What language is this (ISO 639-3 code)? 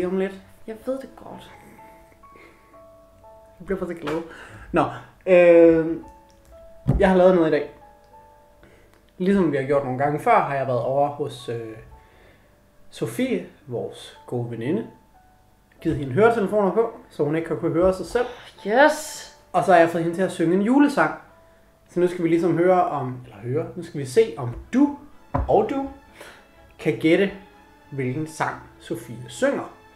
dan